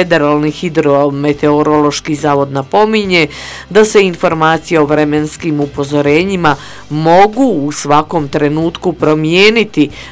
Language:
Bosnian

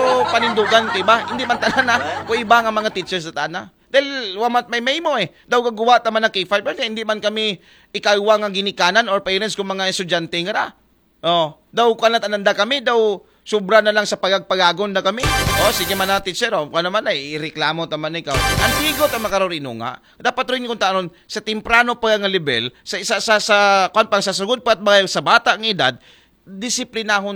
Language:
Aklanon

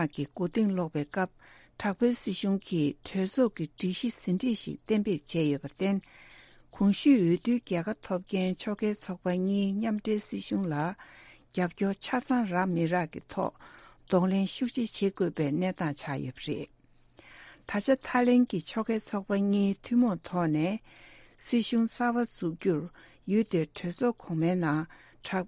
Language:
Tibetan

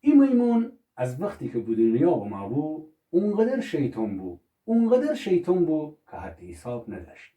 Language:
Gilaki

